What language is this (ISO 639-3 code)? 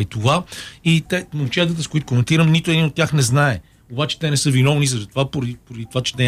bul